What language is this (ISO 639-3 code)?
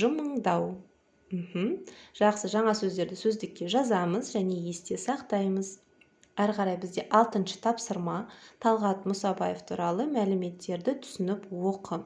kaz